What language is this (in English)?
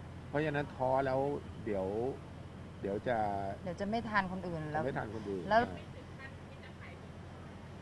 Thai